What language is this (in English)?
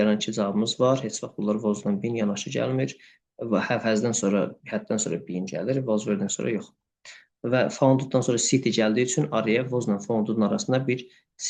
Azerbaijani